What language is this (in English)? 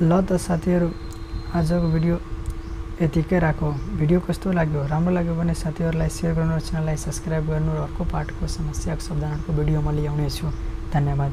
Nepali